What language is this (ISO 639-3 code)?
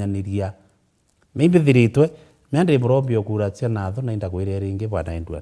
mer